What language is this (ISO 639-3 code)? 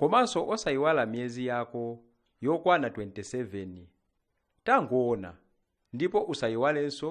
nya